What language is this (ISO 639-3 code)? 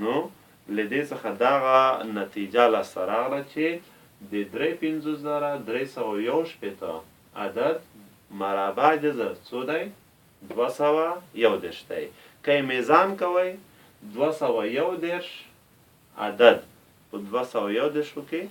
pus